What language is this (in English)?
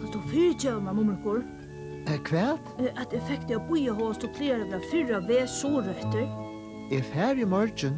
Faroese